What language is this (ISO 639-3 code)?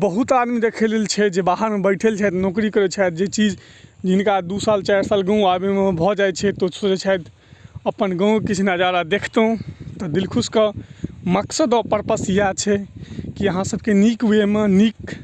mai